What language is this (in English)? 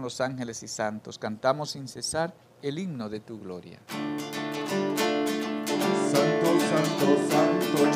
Spanish